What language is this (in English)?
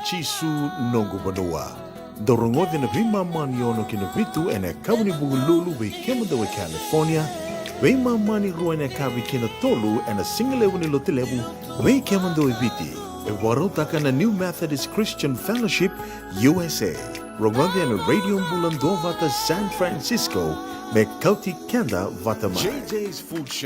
Fijian